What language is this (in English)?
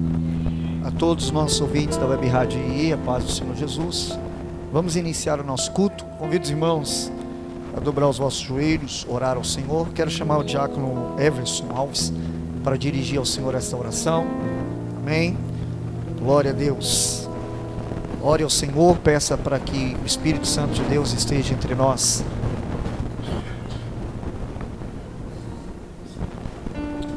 Portuguese